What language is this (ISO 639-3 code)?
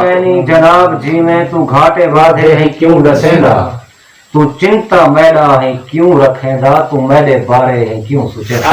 skr